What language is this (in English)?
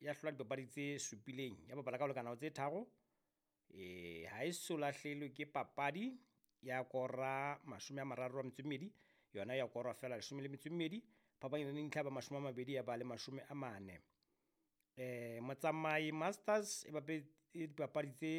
Southern Sotho